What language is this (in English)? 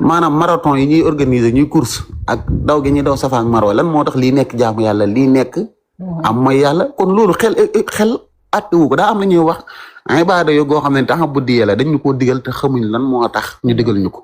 Wolof